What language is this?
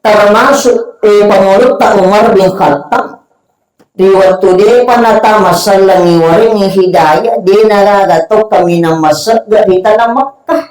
Buginese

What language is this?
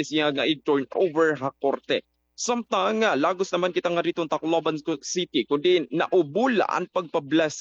Waray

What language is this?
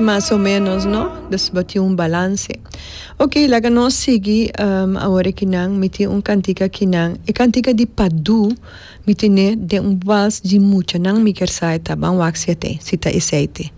Papiamento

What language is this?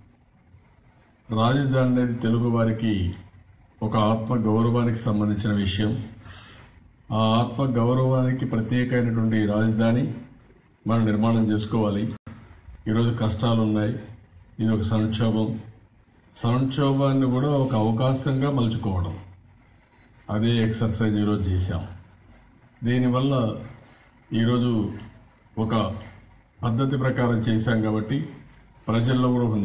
Telugu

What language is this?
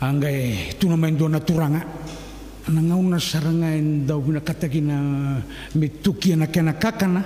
Fijian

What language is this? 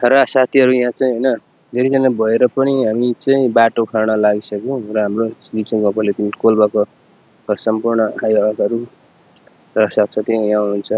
Nepali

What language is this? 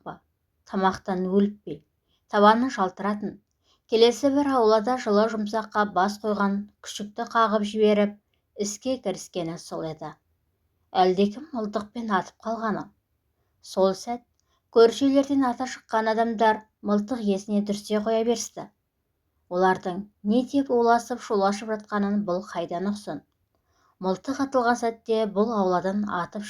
Kazakh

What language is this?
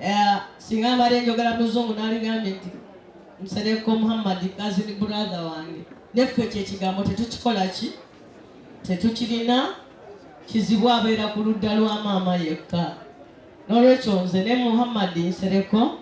Ganda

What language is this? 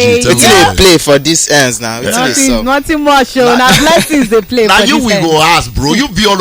Nigerian Pidgin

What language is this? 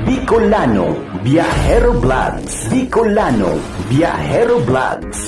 Bikol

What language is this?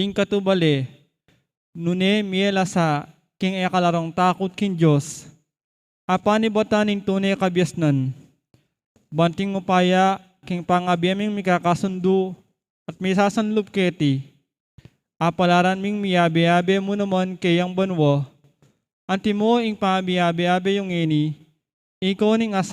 Pampanga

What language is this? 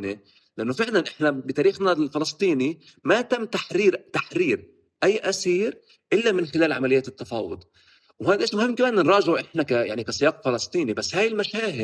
North Levantine Arabic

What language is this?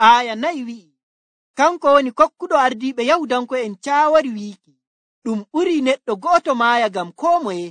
Nigerian Fulfulde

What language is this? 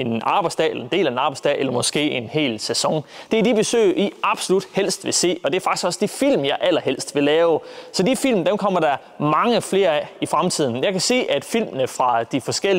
Danish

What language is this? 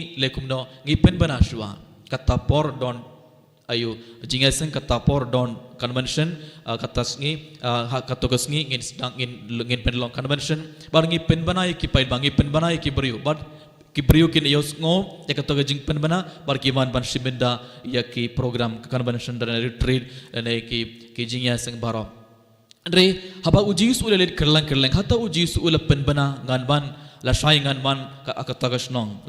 Khasi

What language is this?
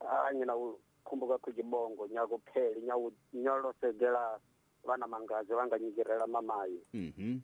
Tsonga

